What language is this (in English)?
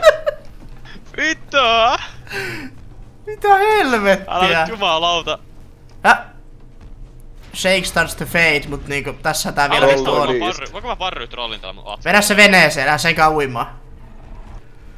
Finnish